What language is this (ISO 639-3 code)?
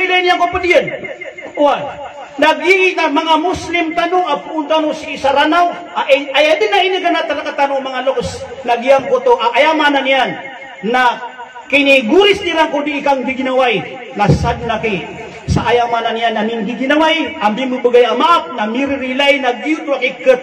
mrw